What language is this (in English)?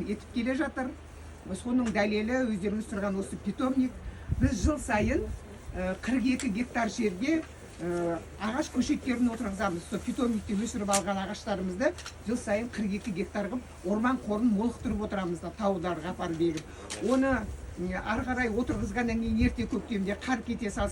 Kazakh